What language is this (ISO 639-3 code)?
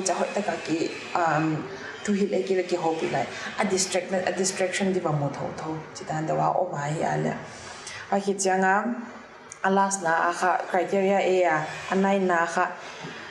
pck